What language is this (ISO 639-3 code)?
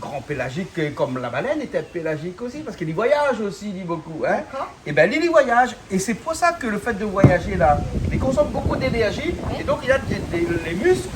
rcf